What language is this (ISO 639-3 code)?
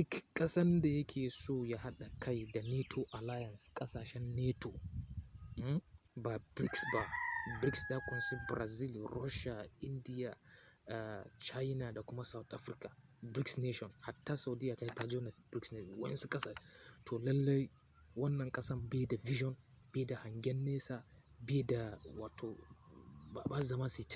hau